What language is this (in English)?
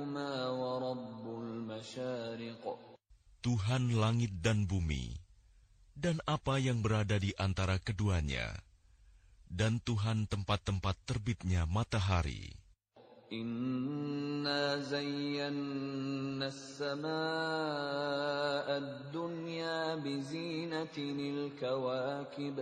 Indonesian